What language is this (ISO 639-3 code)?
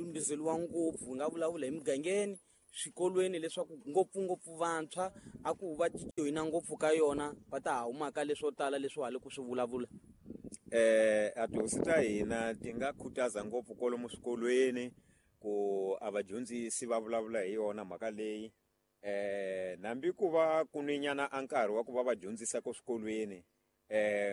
tso